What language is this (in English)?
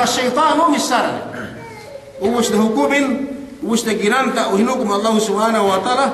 Yakan